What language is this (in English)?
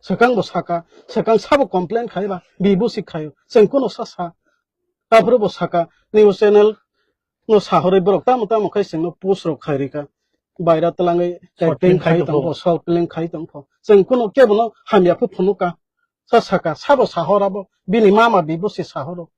Kok Borok